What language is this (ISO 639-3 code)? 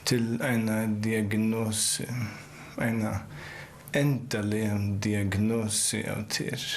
fao